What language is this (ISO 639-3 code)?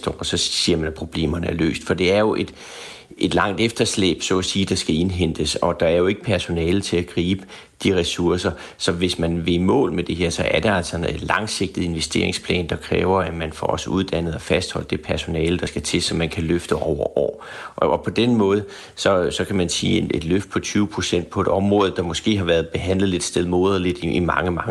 dan